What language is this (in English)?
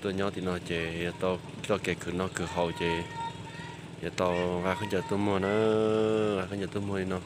Hmong